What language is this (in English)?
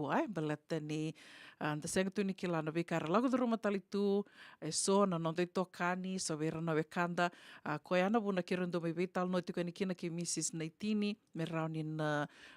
Fijian